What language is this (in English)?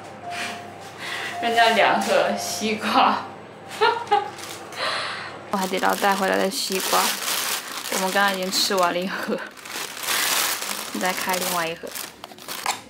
Chinese